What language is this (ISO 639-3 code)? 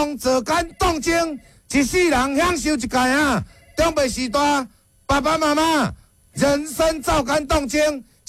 nan